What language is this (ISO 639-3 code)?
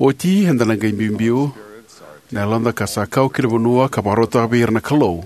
fij